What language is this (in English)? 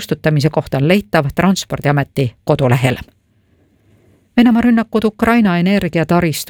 Estonian